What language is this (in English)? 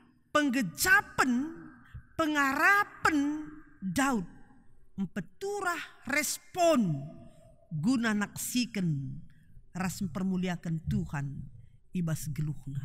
Batak Karo